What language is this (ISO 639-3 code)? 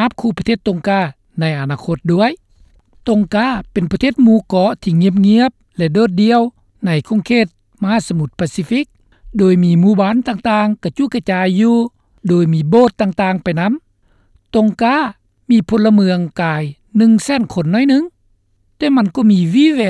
lao